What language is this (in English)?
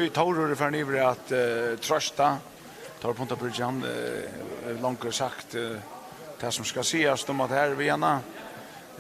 Faroese